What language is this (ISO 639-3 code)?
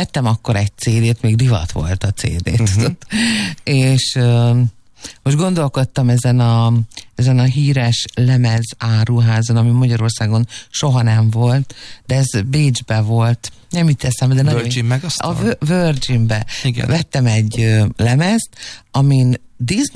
hun